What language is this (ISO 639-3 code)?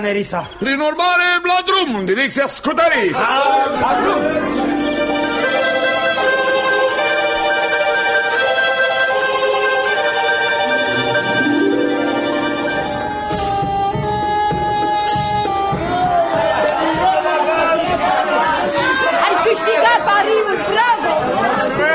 ron